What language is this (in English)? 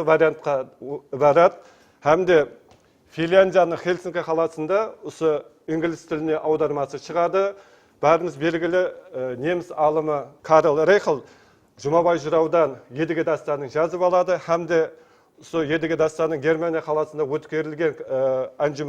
Kara-Kalpak